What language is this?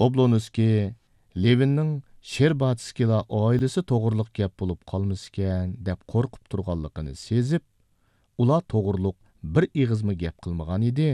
Uyghur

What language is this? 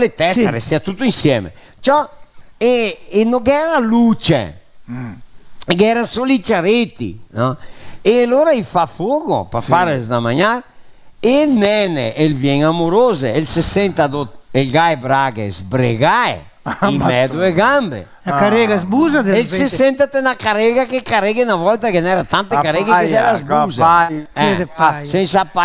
Venetian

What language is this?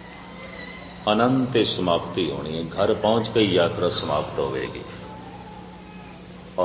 Punjabi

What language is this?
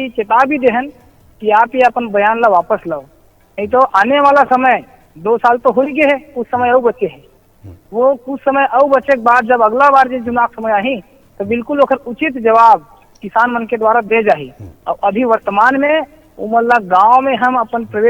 Chhattisgarhi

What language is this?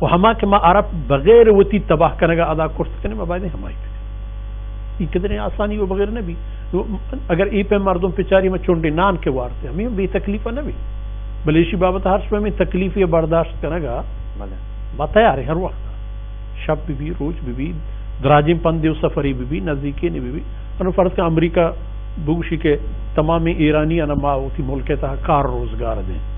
Baluchi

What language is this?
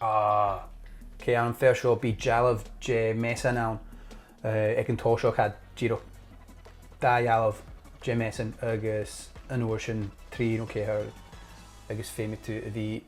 Scottish Gaelic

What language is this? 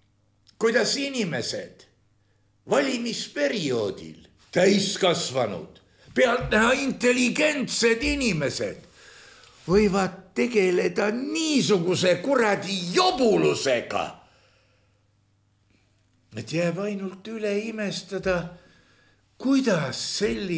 Estonian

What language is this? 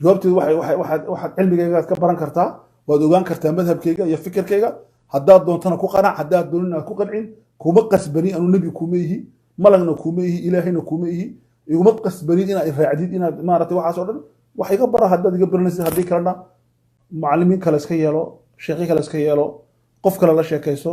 Somali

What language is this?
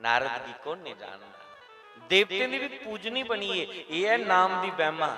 Dogri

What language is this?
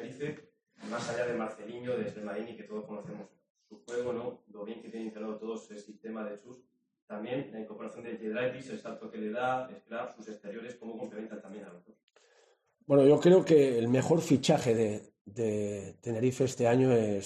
Spanish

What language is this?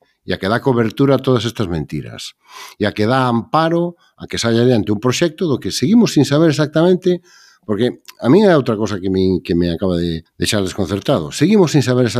Galician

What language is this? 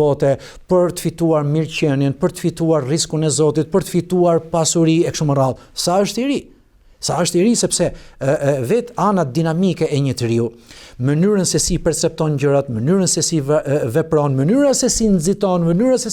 Albanian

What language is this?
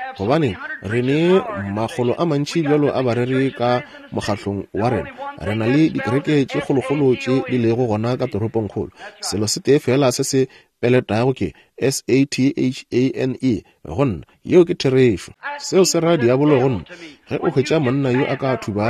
Northern Sotho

